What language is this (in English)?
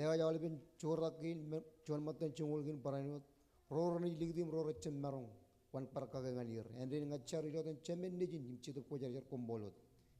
Marshallese